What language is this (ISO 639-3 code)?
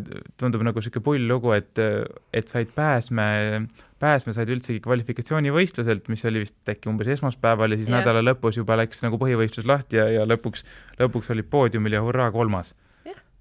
est